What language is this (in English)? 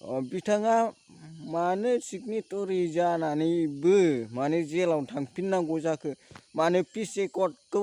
Bodo